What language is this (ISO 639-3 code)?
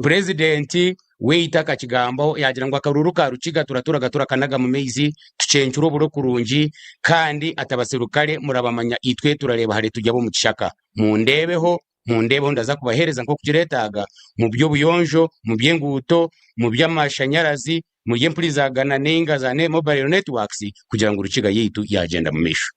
nyn